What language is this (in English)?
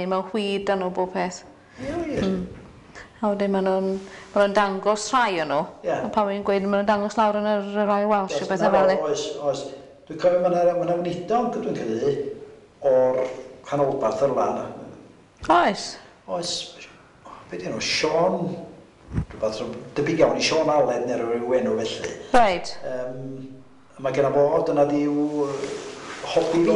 Welsh